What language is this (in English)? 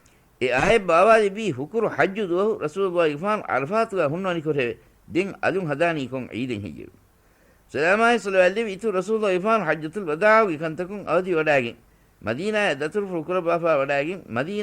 Divehi